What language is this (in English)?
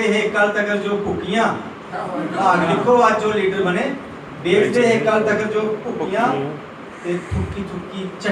Dogri